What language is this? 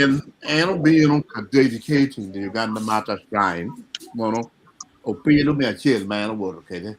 Acoli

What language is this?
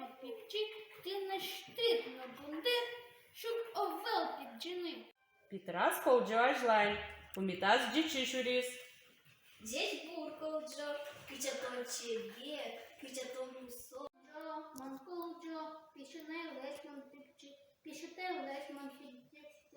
Udmurt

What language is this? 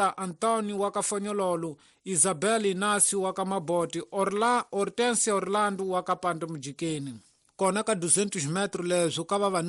Tsonga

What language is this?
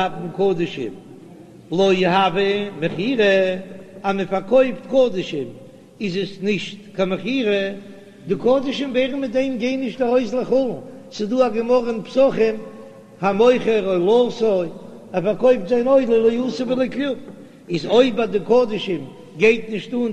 Yiddish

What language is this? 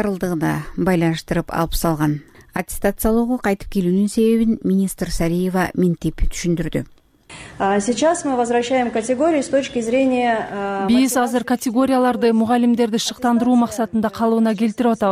Kyrgyz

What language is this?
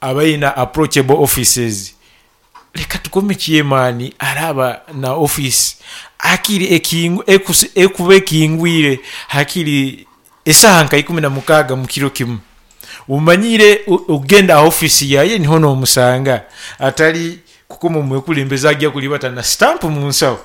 Nyankole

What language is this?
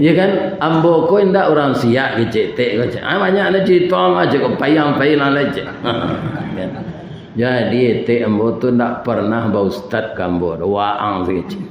Minangkabau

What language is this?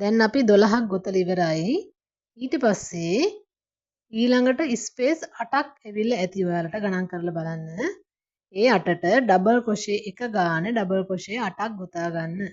Sinhala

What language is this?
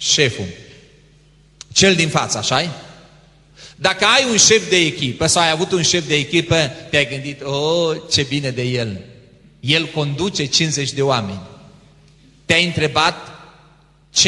Romanian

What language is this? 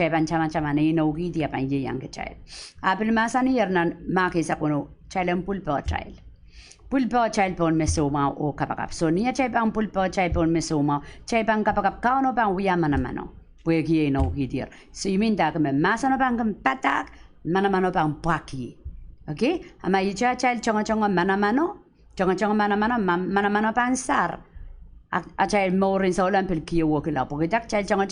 Pohnpeian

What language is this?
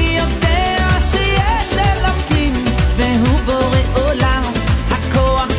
Hebrew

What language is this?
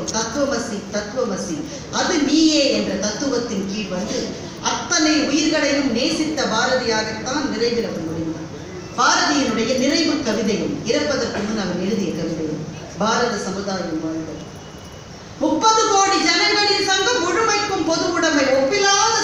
Tamil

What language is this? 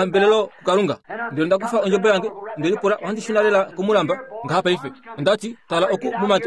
Kuanyama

